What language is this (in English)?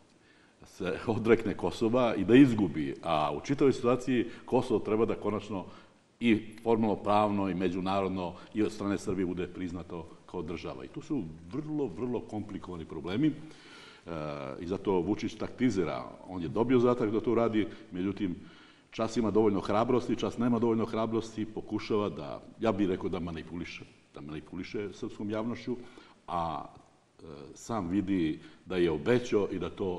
Serbian